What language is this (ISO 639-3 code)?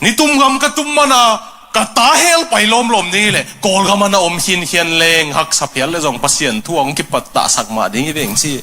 ctd